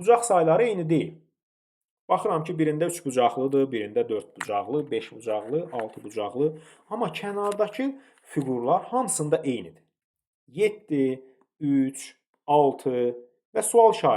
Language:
Azerbaijani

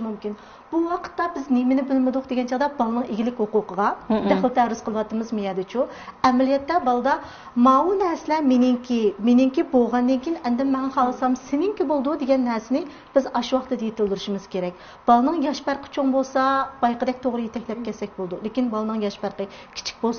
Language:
Uyghur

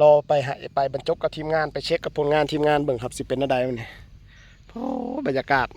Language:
Northeastern Thai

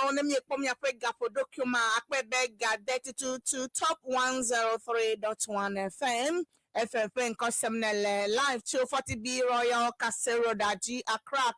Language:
Ewe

